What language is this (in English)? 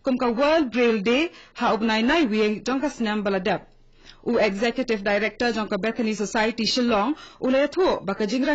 Khasi